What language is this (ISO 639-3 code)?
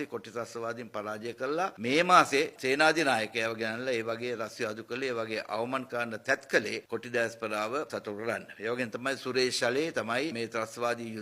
sin